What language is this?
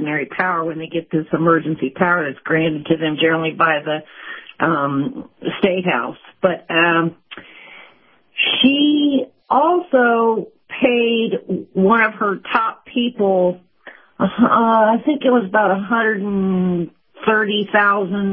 English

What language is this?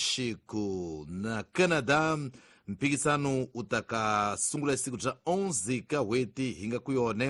Tsonga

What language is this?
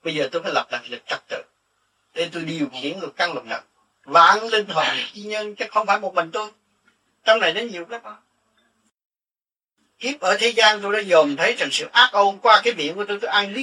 Vietnamese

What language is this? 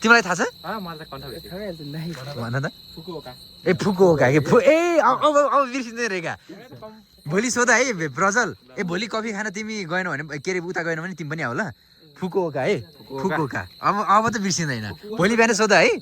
Nepali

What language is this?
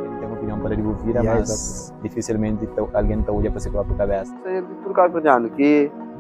Kabuverdianu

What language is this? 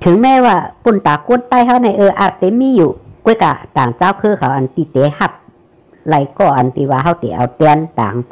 Shan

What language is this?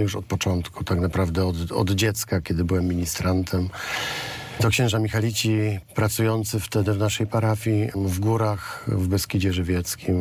Polish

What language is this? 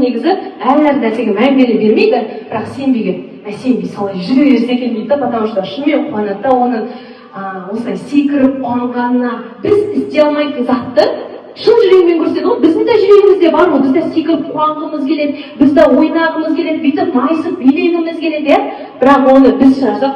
Kazakh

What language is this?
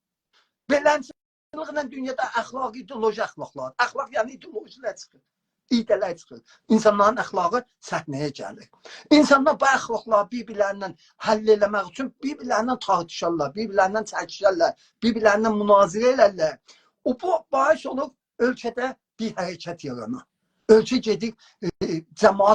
South Azerbaijani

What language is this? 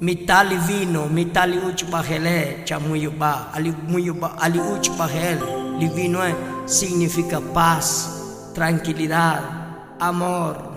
Tzotzil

